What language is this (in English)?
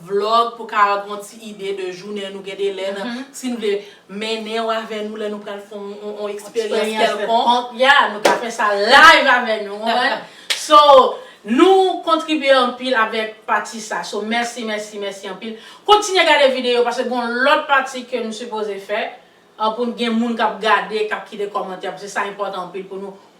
Haitian Creole